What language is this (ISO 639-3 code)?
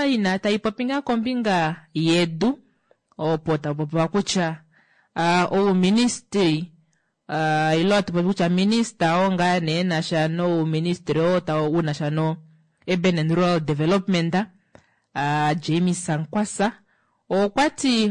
kua